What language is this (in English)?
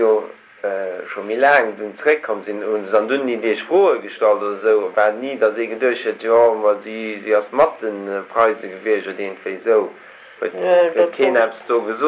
Luxembourgish